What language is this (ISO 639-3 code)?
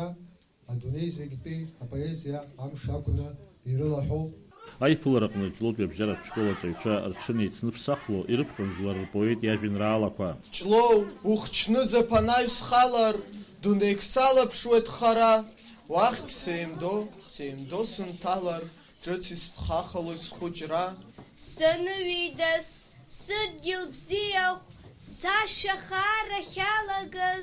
abk